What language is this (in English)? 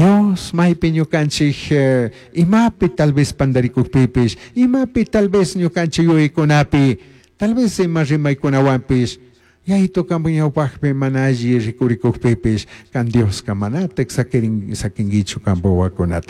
Chimborazo Highland Quichua